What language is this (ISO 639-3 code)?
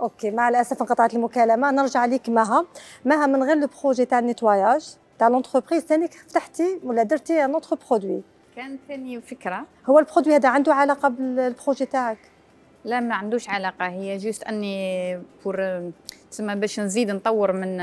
arq